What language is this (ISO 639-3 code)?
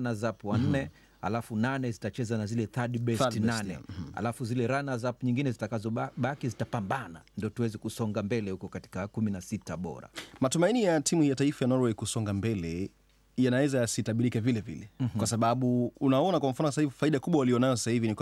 swa